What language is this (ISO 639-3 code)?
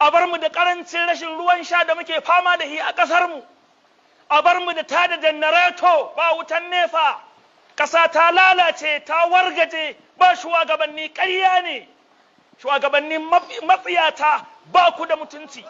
hau